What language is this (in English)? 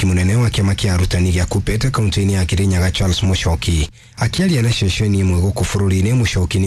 Kikuyu